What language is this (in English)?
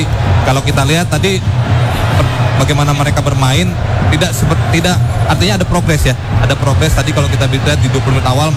Indonesian